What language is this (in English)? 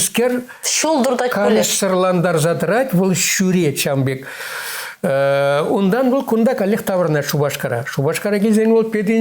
Chuvash